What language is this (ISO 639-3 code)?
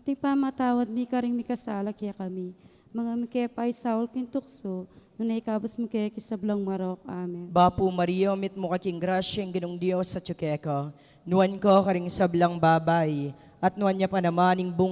pam